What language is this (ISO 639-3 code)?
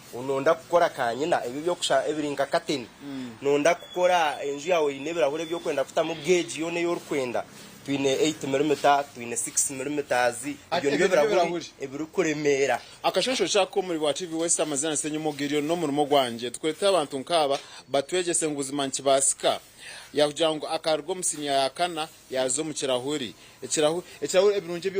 nyn